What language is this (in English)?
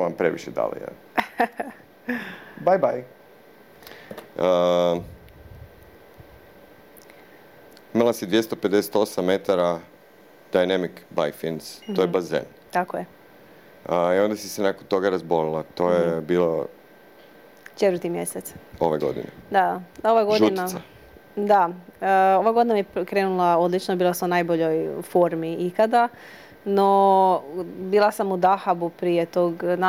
Croatian